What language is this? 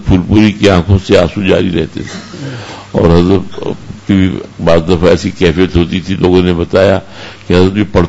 Urdu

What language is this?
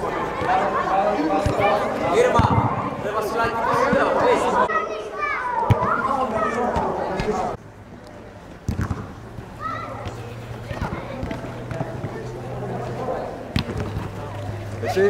Greek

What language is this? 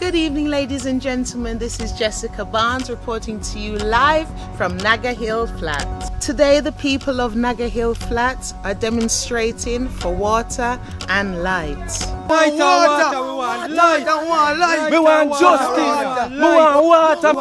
Jamaican Creole English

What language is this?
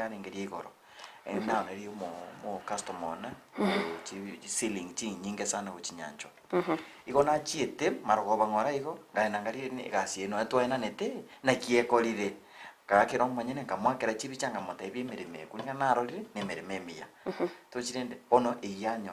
Gusii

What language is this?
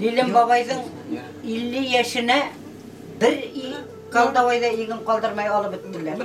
Bashkir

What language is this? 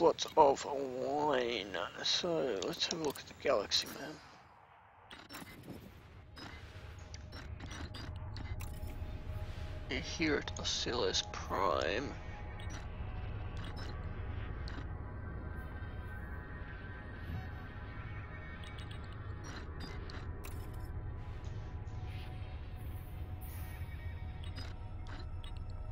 English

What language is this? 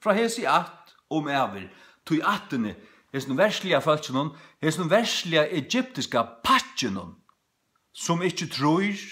Faroese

